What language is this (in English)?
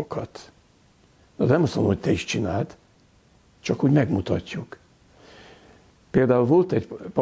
Hungarian